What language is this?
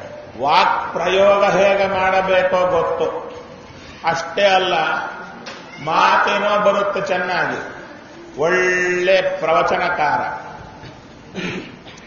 Kannada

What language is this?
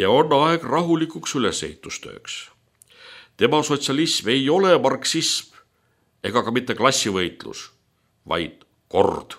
Estonian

